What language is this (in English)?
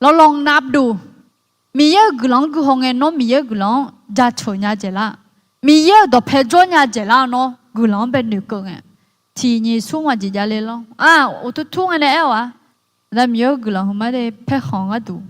Akha